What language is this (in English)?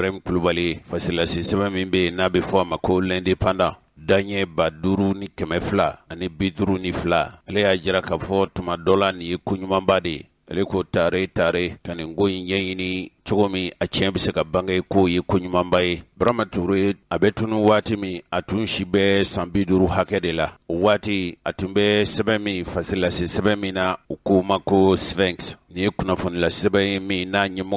Bambara